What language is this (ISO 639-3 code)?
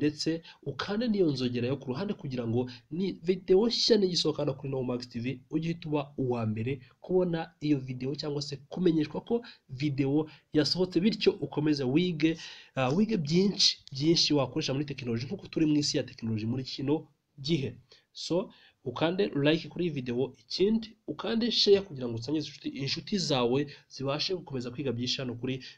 kin